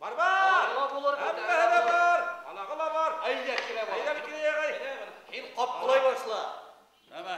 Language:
Bashkir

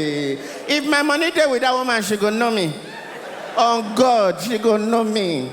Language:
Nigerian Pidgin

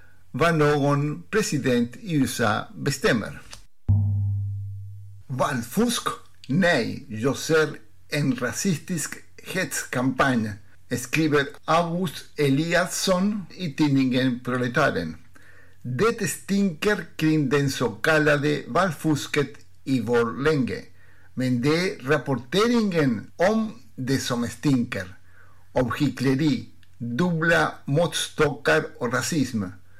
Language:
Swedish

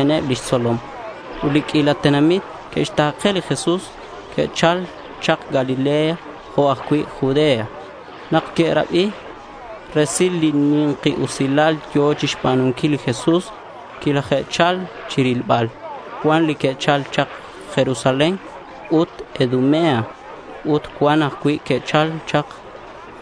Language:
Kekchí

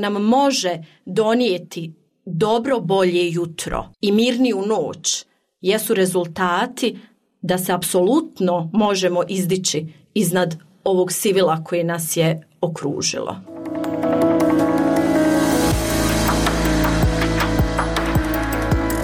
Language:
Croatian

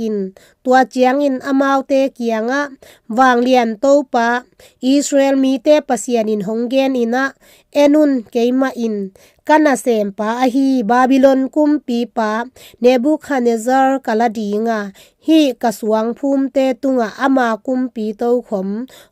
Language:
Tedim Chin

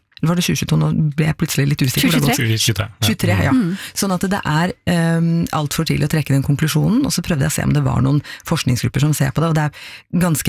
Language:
Norwegian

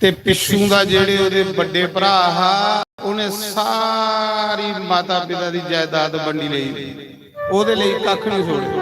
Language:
Dogri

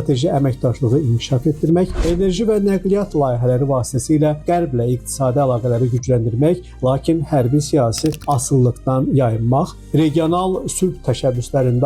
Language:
Azerbaijani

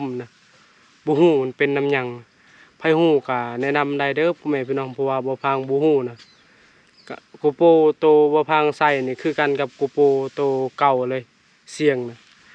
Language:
Lao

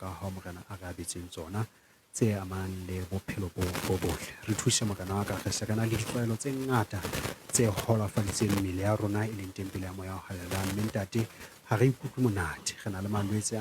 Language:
Southern Sotho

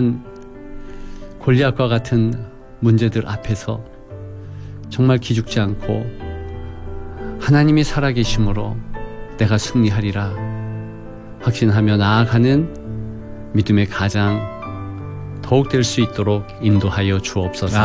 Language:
Korean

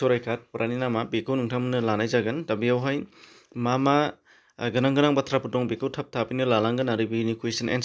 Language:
Bodo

